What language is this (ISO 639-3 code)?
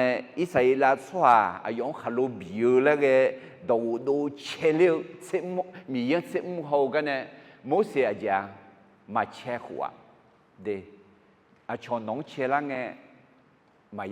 ahk